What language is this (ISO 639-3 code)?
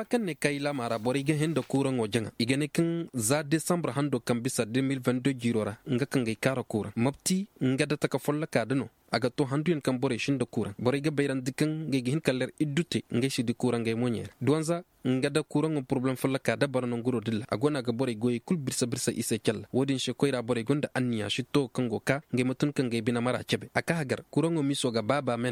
ses